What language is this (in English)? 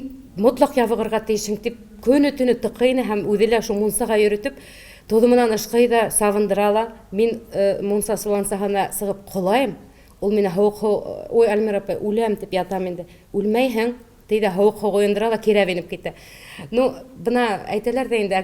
Bashkir